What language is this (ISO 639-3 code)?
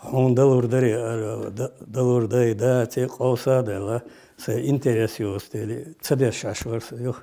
che